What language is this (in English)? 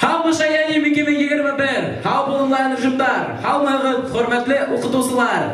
Bashkir